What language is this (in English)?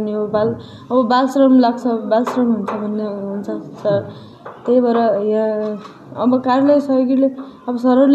Nepali